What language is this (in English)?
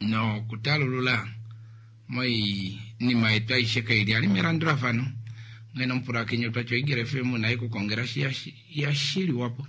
Kuanyama